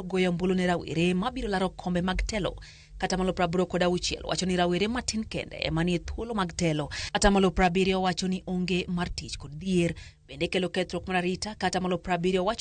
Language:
Luo (Kenya and Tanzania)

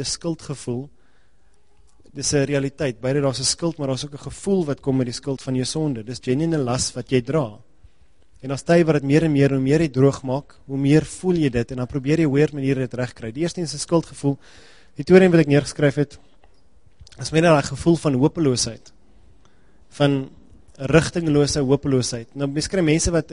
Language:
Afrikaans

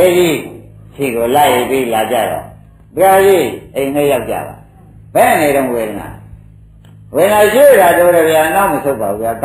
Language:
Burmese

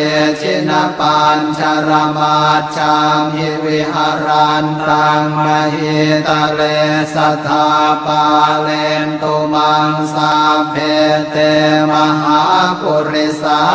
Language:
Pali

